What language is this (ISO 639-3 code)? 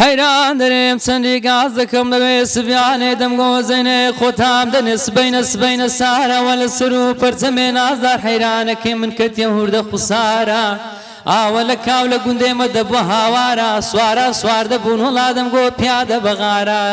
ckb